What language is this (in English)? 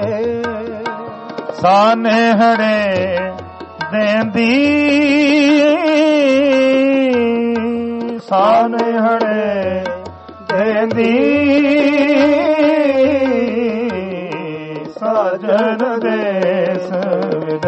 Punjabi